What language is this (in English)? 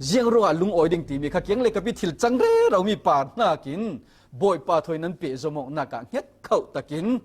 Falam Chin